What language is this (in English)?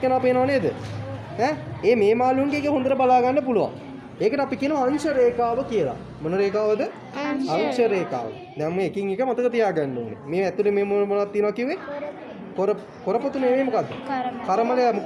Sinhala